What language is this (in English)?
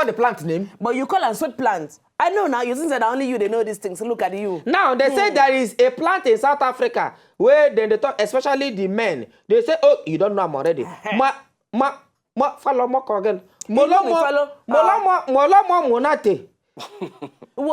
Nigerian Pidgin